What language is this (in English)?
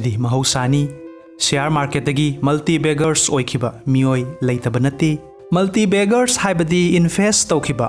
Manipuri